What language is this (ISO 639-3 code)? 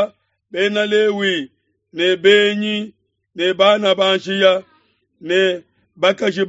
lua